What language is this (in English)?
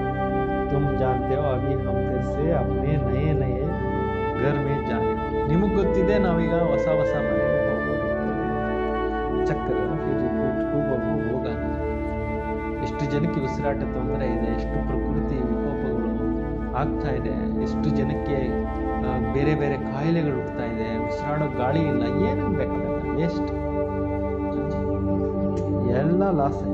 Kannada